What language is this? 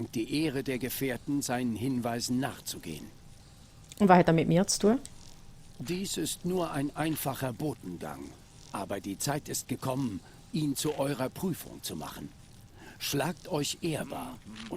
Swiss German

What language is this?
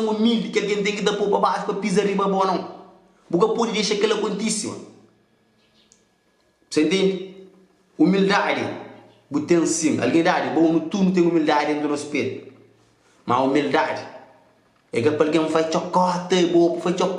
Kabuverdianu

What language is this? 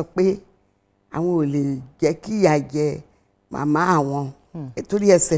Yoruba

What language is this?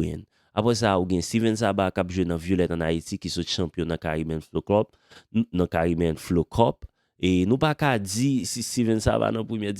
Haitian Creole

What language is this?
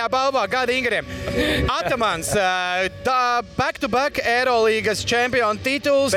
Latvian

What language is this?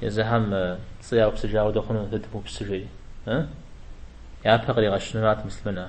Kabardian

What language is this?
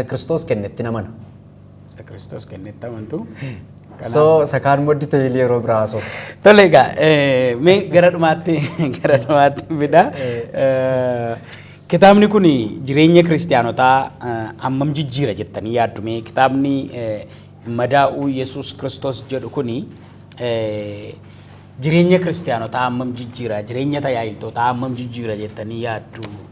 Oromo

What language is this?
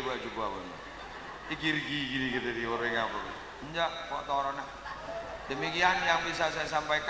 Madurese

